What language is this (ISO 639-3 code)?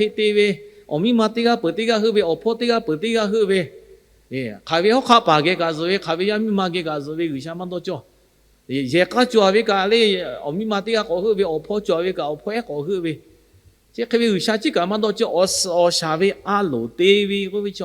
lhu